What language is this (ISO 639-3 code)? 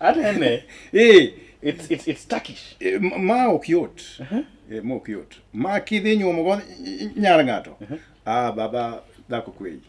luo